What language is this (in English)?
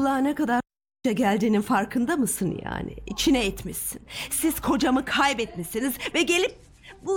Turkish